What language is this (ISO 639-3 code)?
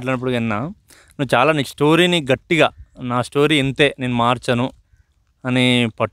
tel